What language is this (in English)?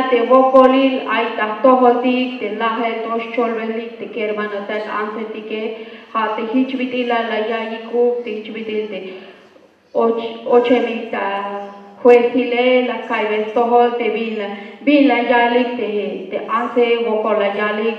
Tzeltal